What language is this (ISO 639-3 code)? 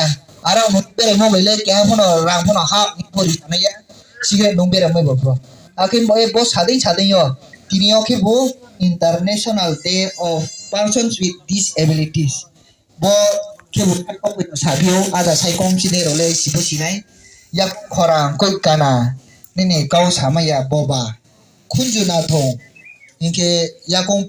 ria